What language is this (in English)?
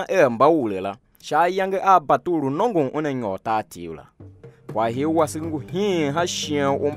Tiv